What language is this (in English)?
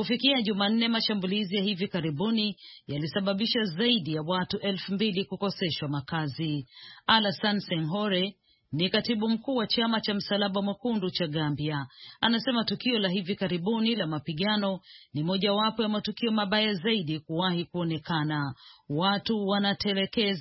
Swahili